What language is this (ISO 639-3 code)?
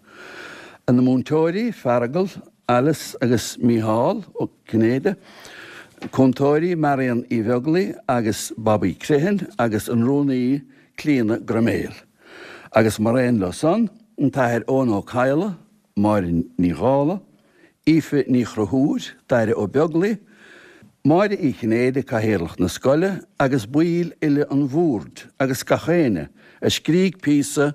gle